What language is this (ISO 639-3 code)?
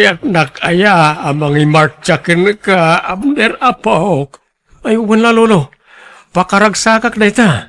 ilo